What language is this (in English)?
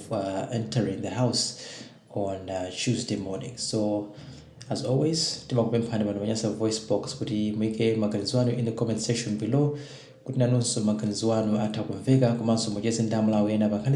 Nyanja